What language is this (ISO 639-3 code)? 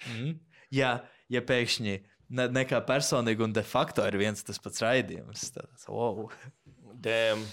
lav